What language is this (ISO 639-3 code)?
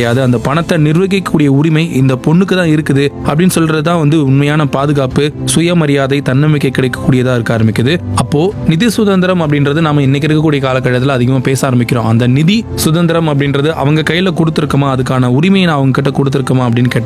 tam